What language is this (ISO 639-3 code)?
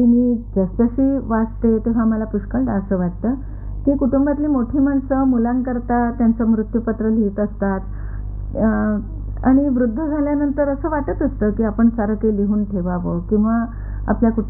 mar